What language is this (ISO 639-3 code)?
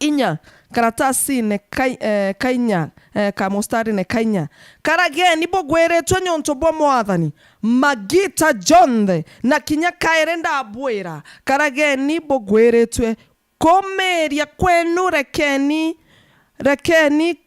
mer